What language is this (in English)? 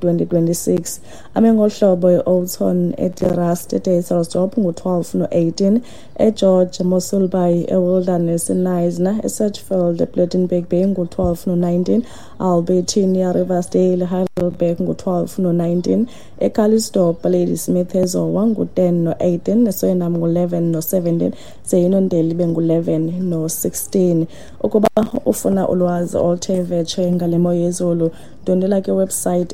Xhosa